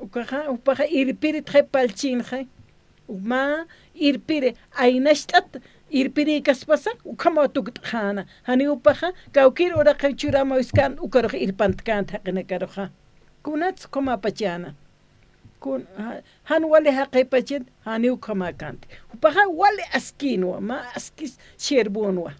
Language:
Aymara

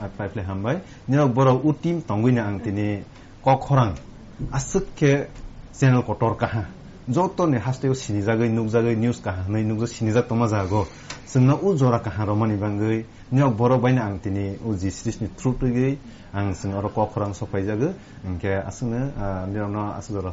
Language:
Kok Borok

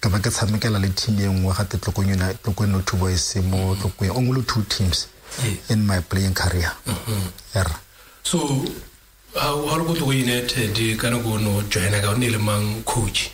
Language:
Tswana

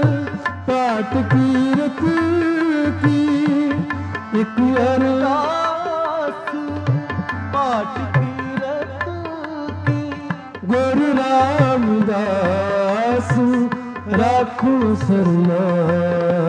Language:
Punjabi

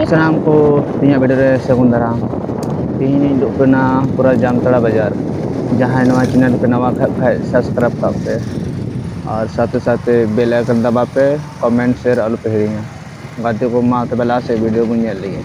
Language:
Santali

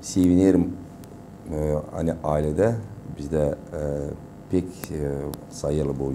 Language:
Gagauz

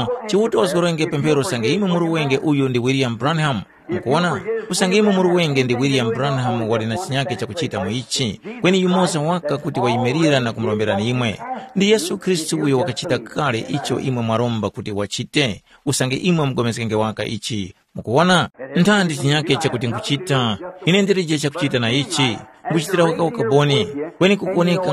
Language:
Tumbuka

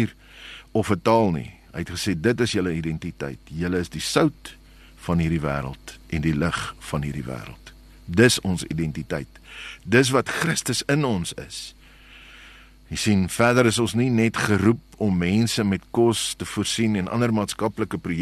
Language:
Afrikaans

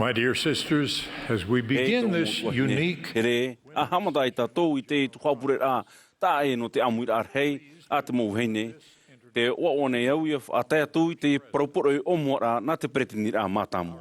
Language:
Tahitian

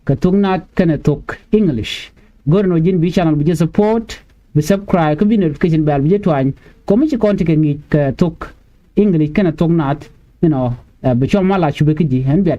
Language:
Nuer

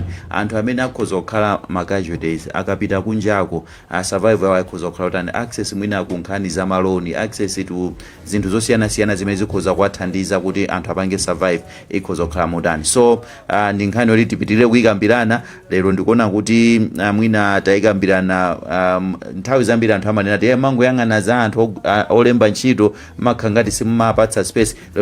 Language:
Nyanja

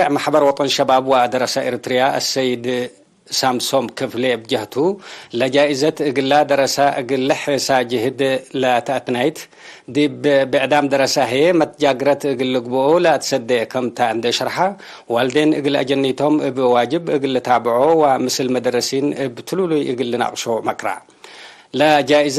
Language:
Tigre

